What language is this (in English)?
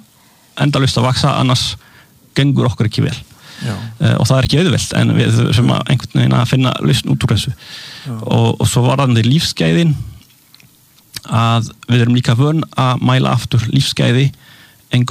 Icelandic